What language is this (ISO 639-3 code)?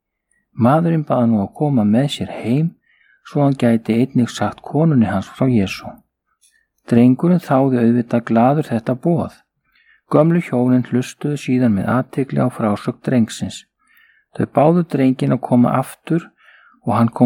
isl